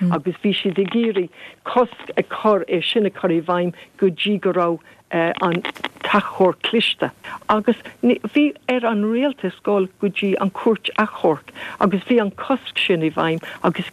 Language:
Irish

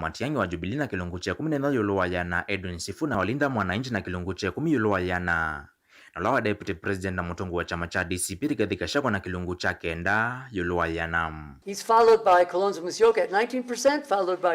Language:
Kamba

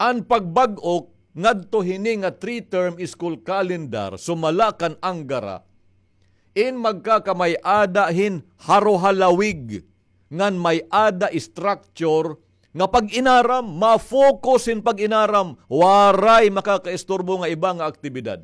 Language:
Waray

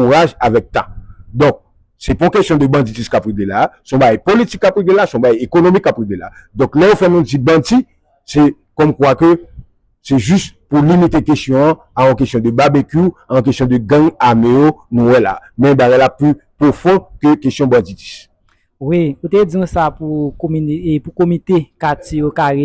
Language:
Haitian Creole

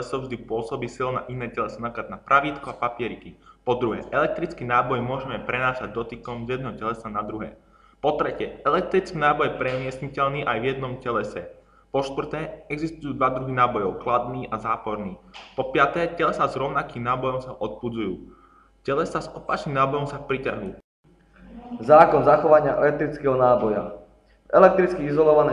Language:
Slovak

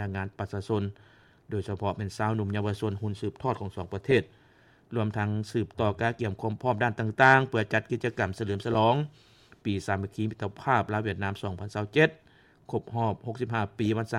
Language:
Lao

